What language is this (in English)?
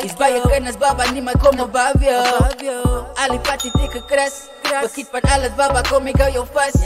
Afrikaans